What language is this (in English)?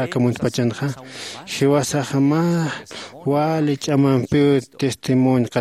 Aymara